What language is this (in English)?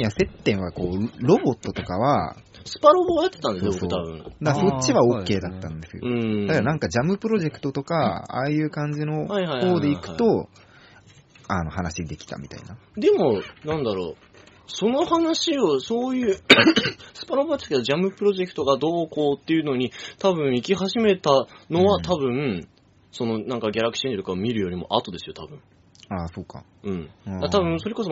Japanese